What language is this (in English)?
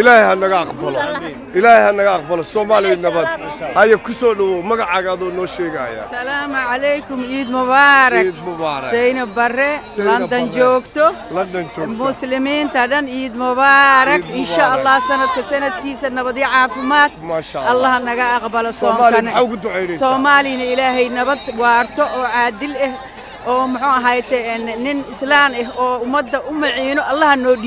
Somali